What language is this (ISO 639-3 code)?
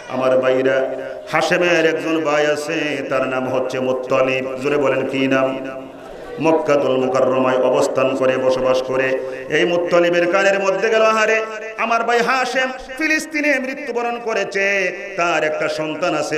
ben